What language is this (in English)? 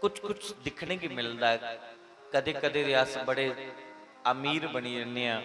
Dogri